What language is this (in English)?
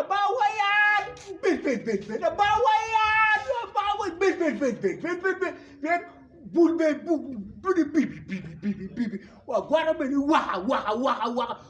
Acoli